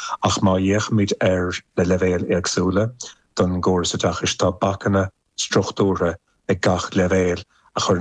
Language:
Irish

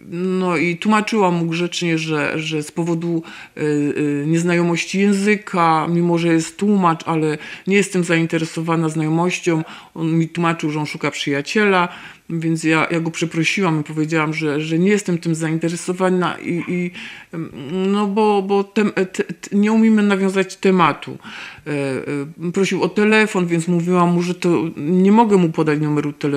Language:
Polish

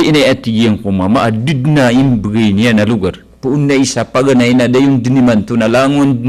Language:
Maranao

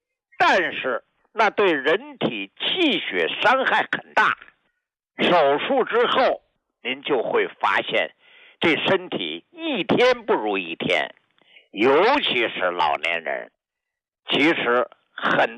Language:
Chinese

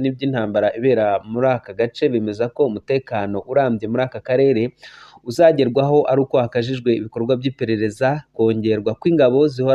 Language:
Kinyarwanda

